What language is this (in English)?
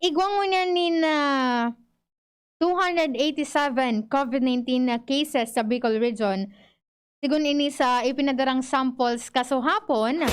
Bikol